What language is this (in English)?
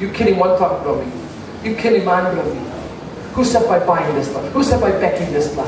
Tok Pisin